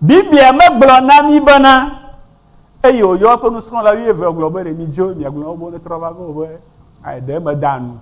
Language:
Ewe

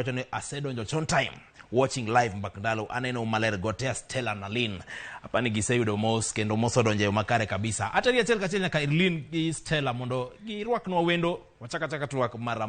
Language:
Luo (Kenya and Tanzania)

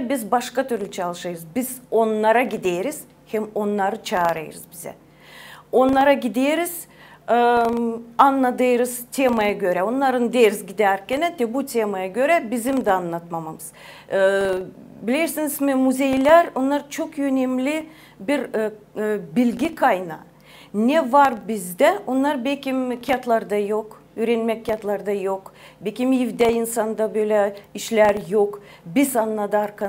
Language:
Gagauz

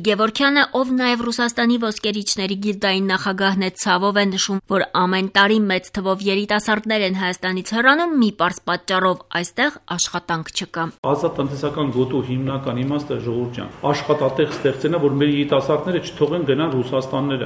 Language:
Armenian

